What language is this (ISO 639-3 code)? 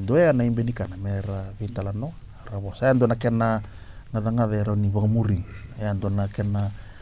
fij